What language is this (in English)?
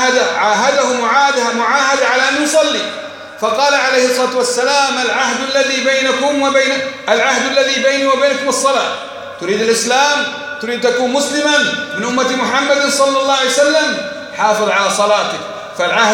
Arabic